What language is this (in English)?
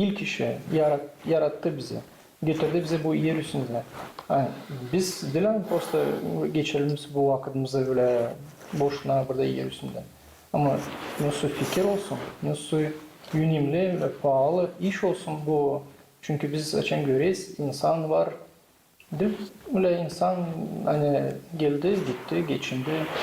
Gagauz